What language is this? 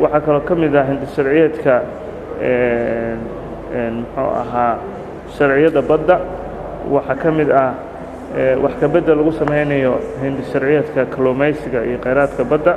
Somali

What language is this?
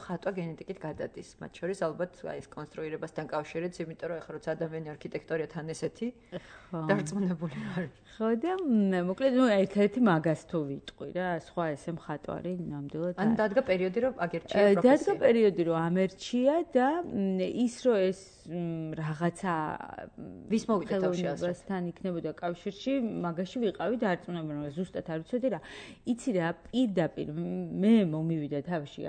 Georgian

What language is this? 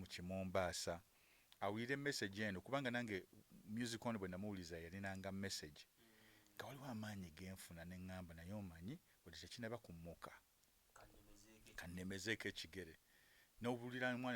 Ganda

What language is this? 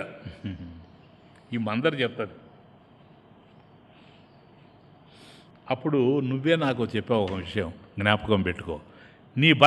Telugu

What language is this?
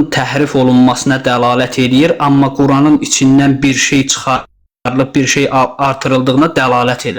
Azerbaijani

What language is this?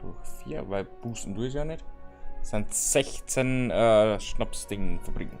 Bavarian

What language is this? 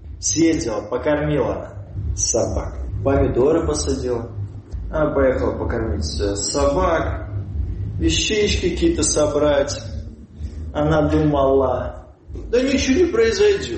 Russian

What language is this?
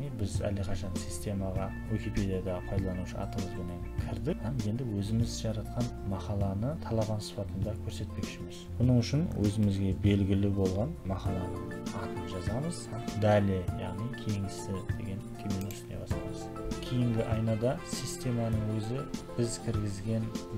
Kara-Kalpak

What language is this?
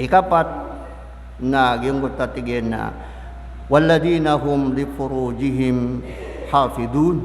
Maranao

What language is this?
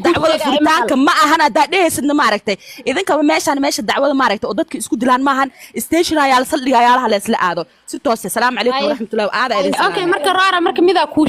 Somali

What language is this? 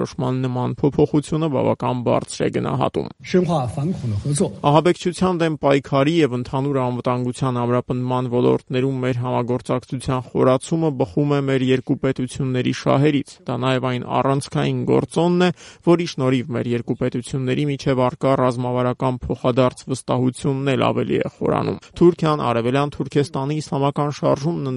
Armenian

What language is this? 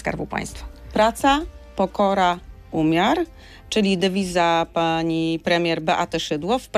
Polish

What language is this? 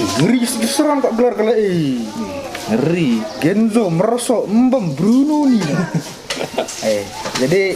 Batak Karo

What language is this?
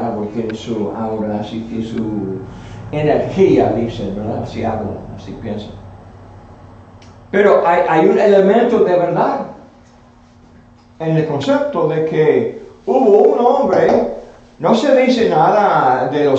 Spanish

